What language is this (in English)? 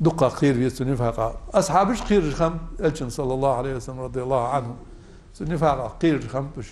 Ingush